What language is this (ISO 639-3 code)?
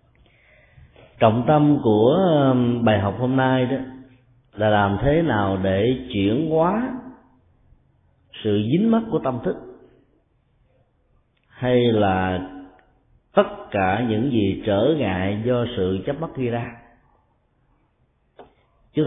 vie